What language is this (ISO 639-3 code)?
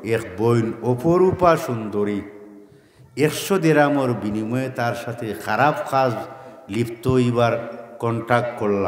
syl